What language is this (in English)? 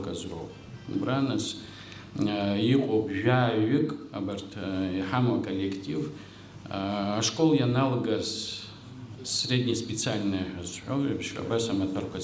Abkhazian